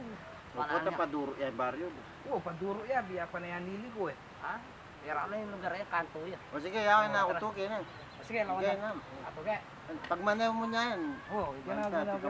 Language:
Pampanga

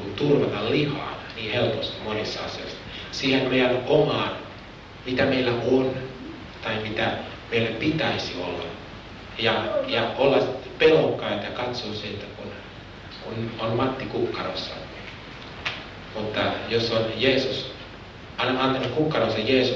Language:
Finnish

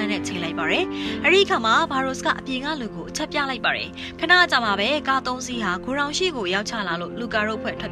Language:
Burmese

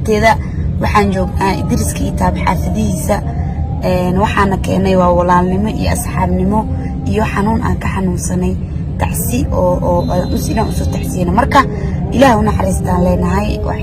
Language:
Somali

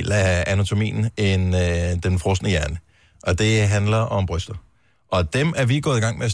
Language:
Danish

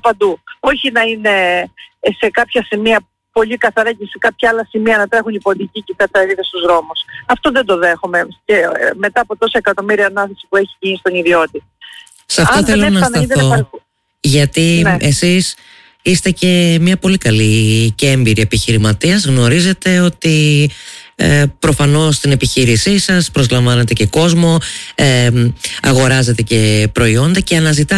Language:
Greek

